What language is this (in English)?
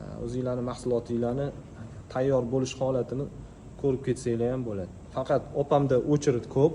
Uzbek